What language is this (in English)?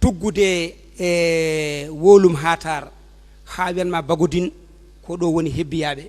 Fula